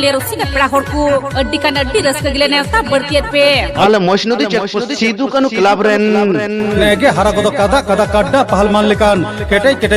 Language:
Santali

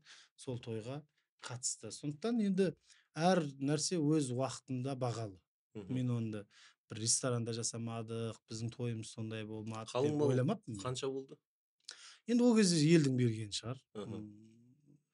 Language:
Kazakh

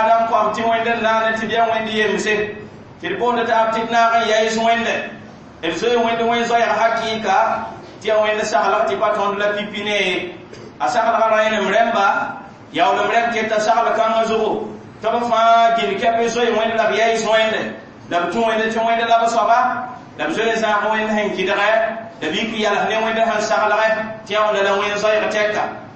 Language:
Mossi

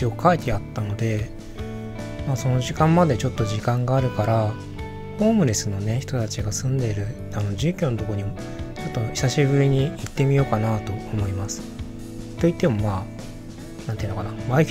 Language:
Japanese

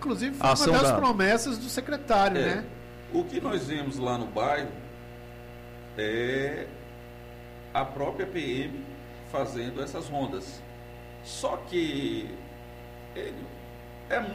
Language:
Portuguese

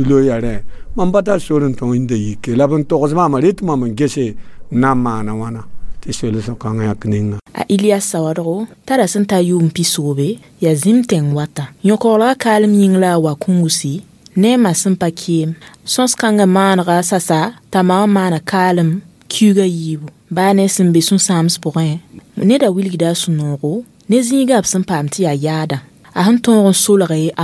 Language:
Mossi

